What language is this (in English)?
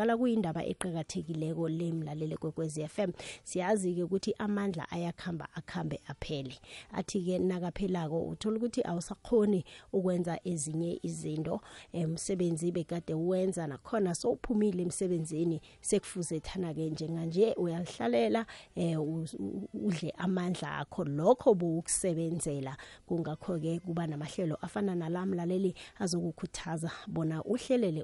South Ndebele